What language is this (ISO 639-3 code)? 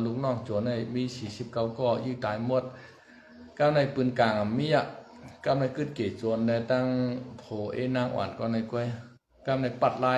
shn